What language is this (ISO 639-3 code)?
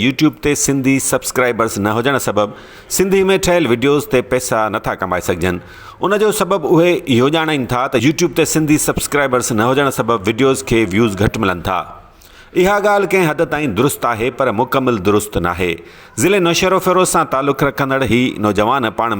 snd